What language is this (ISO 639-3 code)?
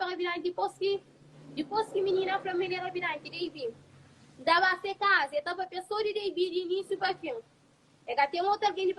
kea